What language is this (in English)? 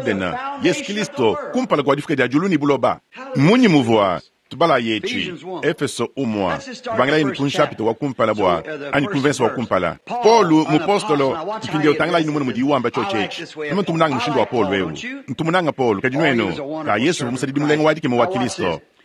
Luba-Lulua